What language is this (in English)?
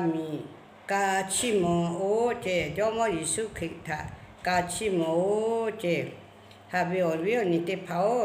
Lahu